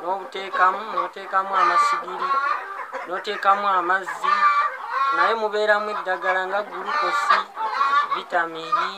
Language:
Ganda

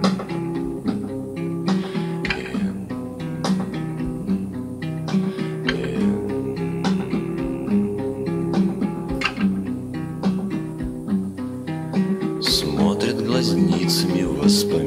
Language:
Russian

